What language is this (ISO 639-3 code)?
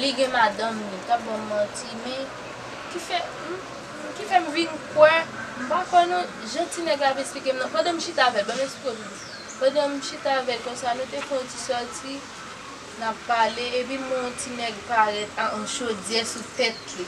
hat